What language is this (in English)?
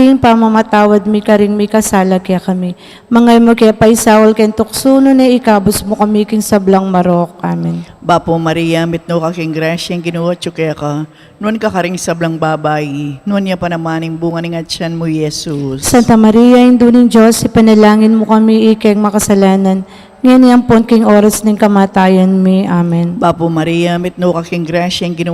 Pampanga